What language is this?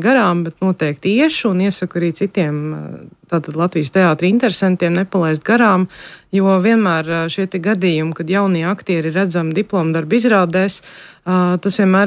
Latvian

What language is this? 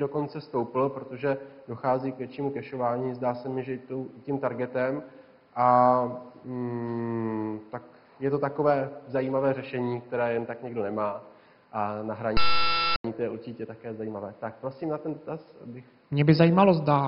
Czech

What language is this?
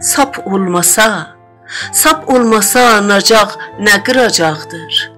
South Azerbaijani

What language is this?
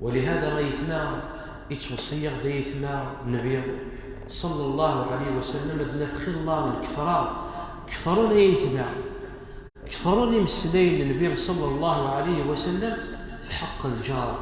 Kabyle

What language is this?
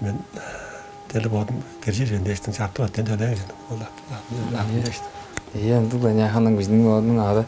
Tuvinian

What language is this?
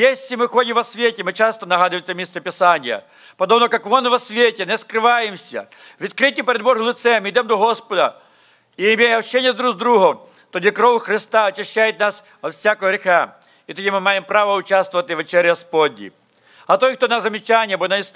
Ukrainian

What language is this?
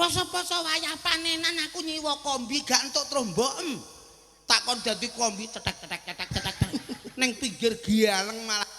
Javanese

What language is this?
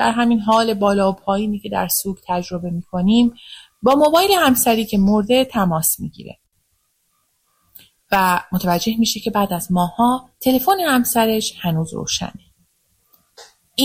Persian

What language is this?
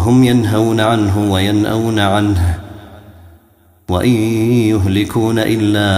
Arabic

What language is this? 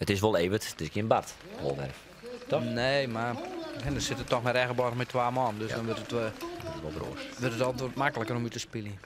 Western Frisian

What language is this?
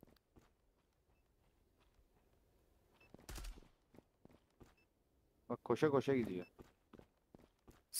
Turkish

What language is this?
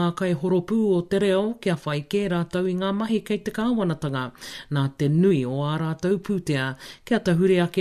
Māori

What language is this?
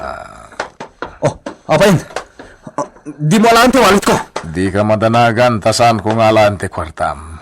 Iloko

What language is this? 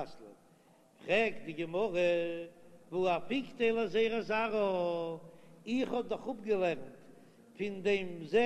Yiddish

